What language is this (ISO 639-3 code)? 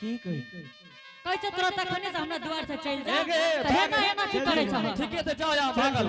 anp